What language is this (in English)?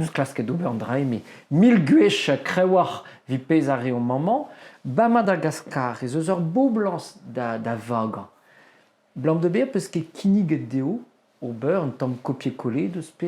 Breton